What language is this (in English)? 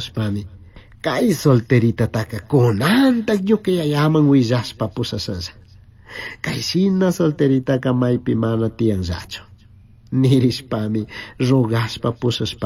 Chimborazo Highland Quichua